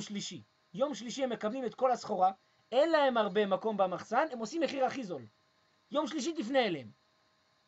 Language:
Hebrew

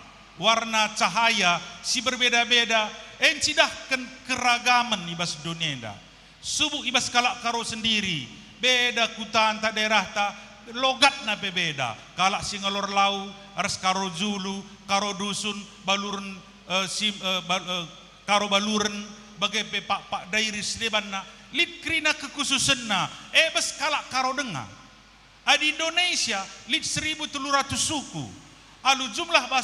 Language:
Batak Karo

